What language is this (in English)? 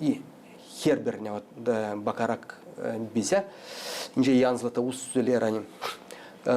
Gagauz